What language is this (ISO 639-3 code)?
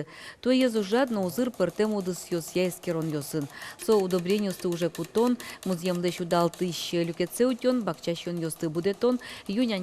udm